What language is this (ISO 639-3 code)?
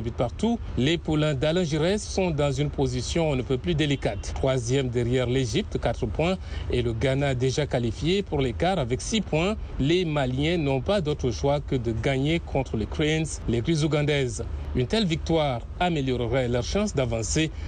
fra